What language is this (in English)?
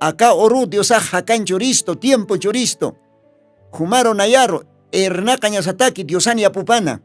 Aymara